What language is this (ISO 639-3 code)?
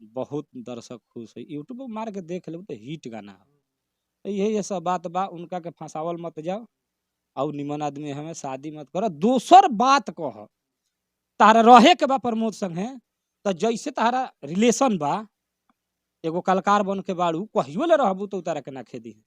bho